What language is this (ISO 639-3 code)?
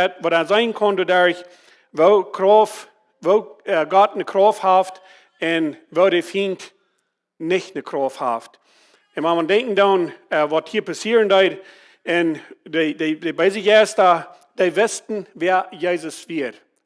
pdt